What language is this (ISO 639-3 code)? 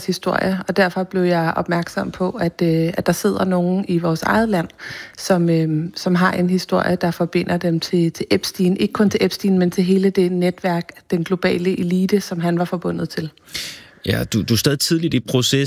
dan